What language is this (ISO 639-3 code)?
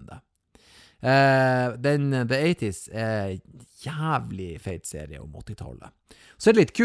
nor